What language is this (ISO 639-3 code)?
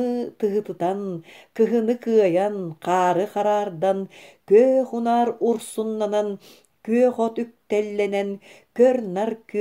sah